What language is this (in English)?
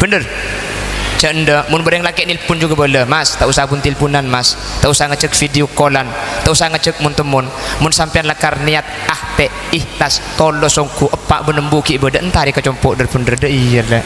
Madurese